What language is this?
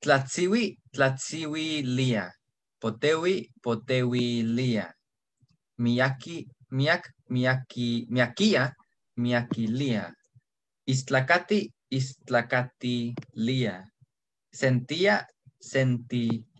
Eastern Huasteca Nahuatl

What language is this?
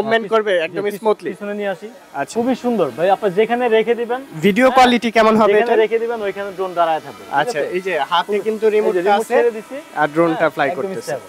Bangla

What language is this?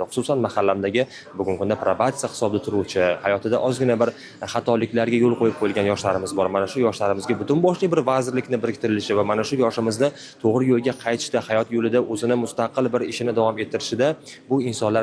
Uzbek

